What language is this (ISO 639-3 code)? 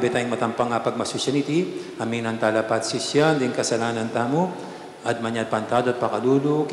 pam